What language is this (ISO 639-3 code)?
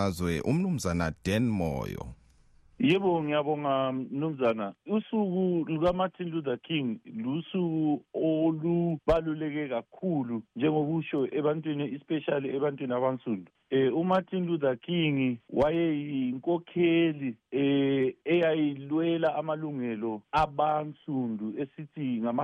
nde